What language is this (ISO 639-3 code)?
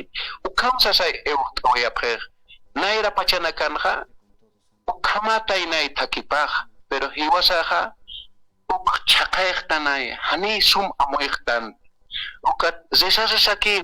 aym